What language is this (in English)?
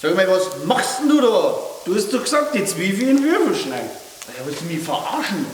Bavarian